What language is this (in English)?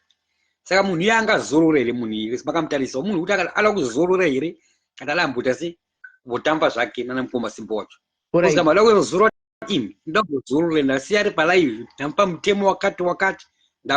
Shona